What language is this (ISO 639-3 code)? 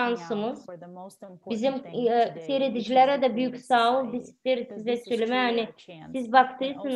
gag